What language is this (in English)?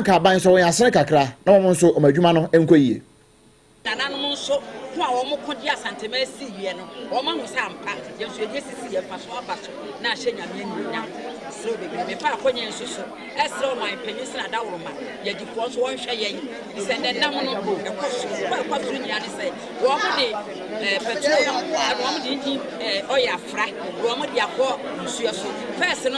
Akan